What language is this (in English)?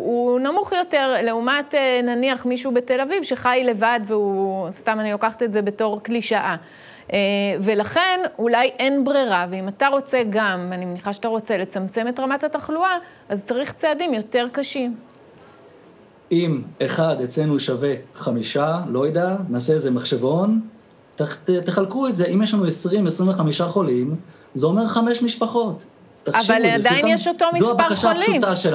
Hebrew